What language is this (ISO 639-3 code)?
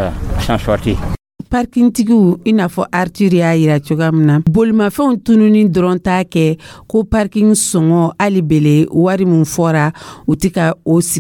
dyu